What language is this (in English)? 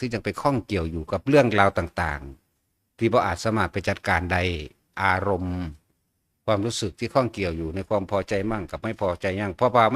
Northeastern Thai